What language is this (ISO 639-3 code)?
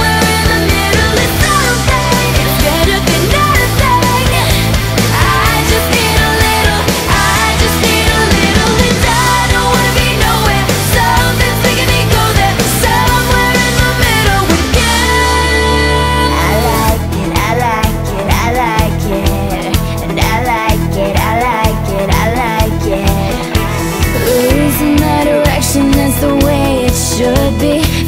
eng